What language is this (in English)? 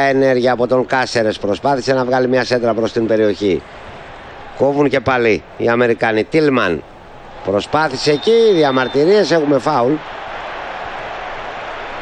Greek